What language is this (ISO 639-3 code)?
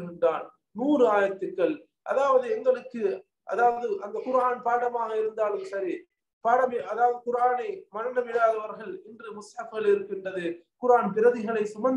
tam